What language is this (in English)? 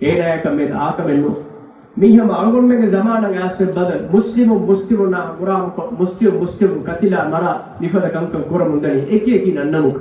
Divehi